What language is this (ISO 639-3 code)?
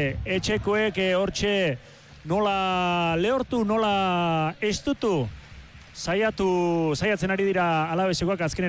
eus